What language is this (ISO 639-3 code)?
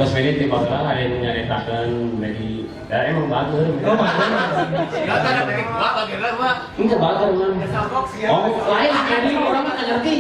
sun